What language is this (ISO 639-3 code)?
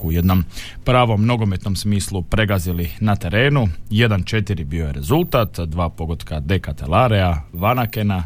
hrv